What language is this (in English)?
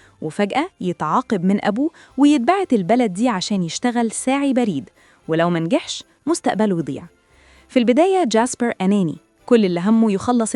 Egyptian Arabic